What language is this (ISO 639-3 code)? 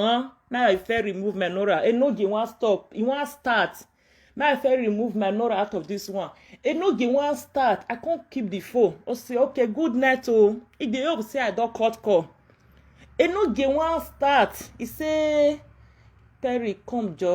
pcm